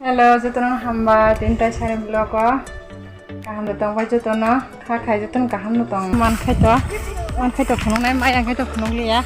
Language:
Kok Borok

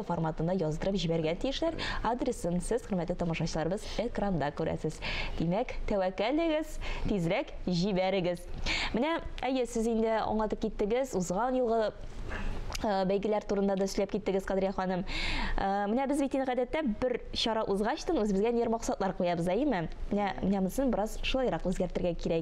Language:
Tatar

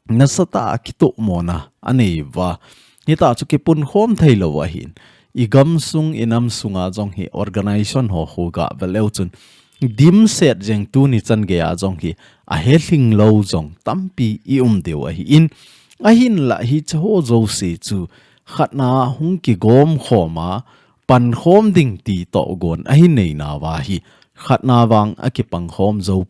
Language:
Thado Chin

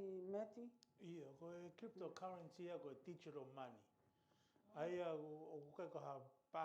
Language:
Tongan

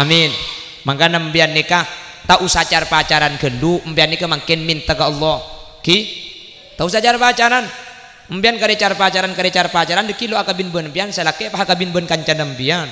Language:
Madurese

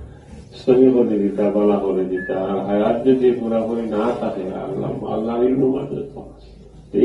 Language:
Sylheti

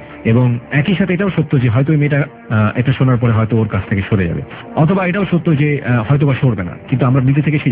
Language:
Bangla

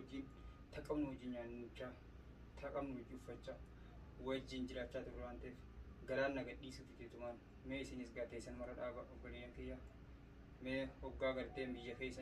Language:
Oromo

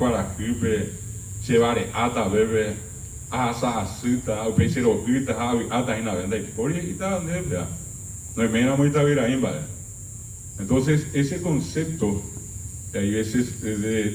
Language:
Guarani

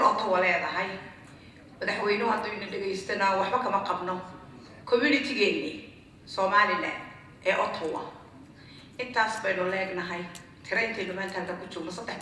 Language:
Somali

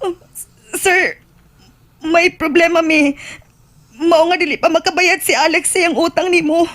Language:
Cebuano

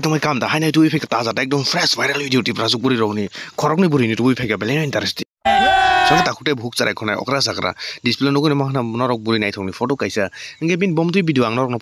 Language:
Kok Borok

